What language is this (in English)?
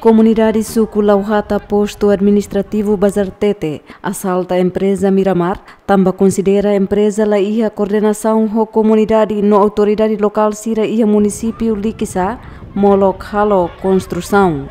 Tetum